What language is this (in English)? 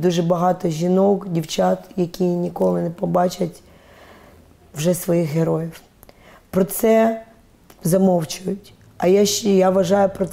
Ukrainian